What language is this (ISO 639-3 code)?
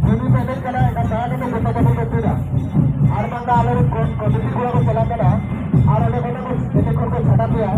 sat